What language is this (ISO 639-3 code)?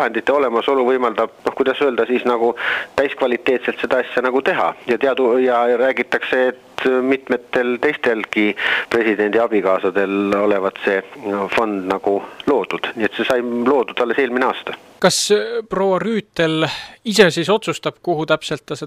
est